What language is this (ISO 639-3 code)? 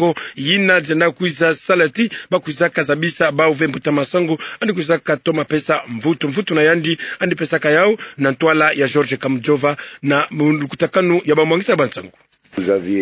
ktu